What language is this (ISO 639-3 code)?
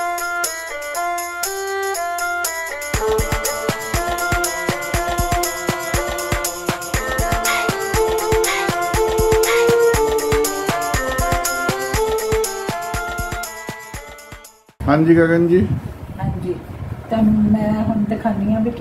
pan